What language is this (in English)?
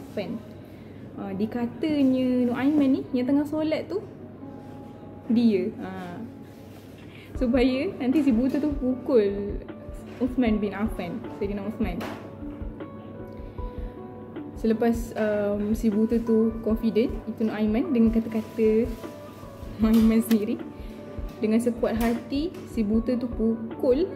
Malay